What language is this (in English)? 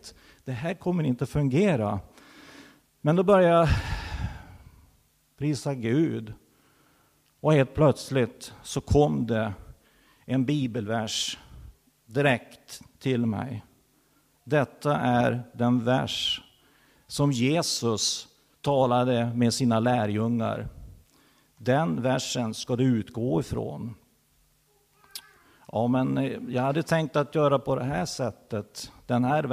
Swedish